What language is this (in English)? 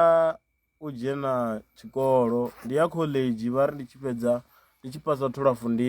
Venda